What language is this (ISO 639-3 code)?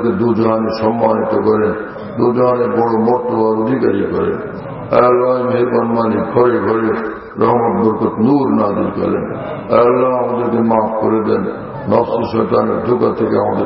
ben